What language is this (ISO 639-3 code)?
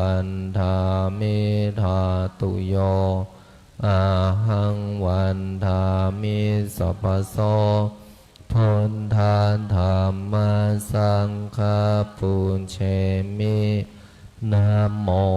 pli